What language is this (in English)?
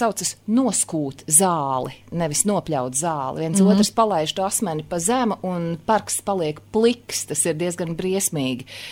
Latvian